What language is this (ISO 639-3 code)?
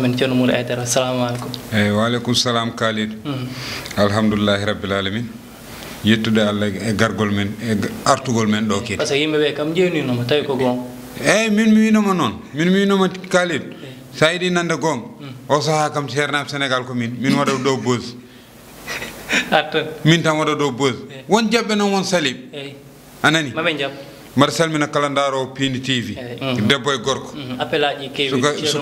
ful